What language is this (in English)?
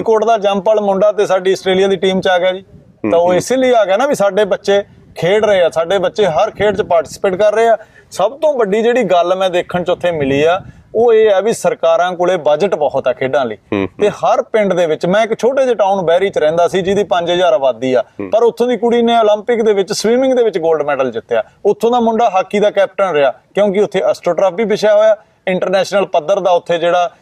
Punjabi